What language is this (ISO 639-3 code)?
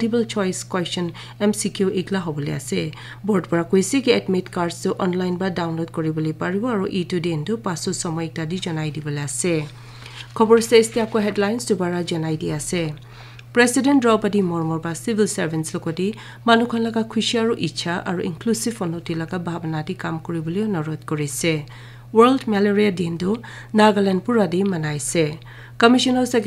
nag